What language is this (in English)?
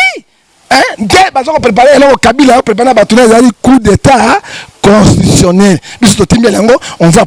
Lingala